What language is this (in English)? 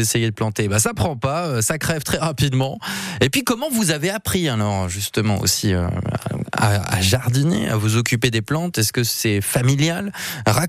French